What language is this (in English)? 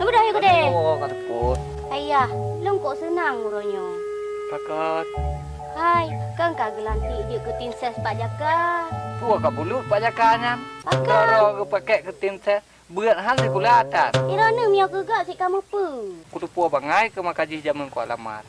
Achinese